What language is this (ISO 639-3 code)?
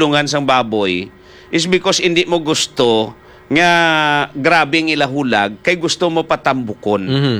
hil